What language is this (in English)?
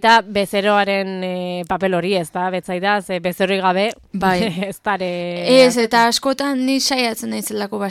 Basque